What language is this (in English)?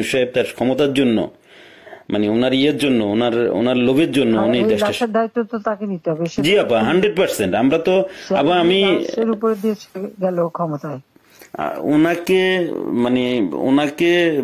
Bangla